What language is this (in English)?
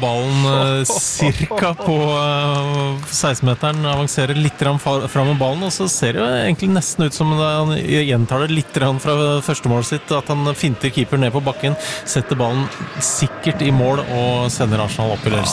Norwegian